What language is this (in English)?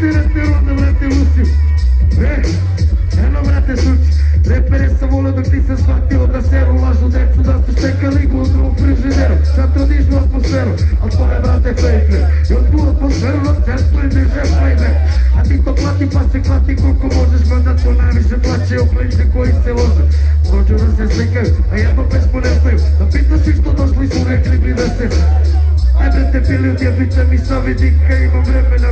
Serbian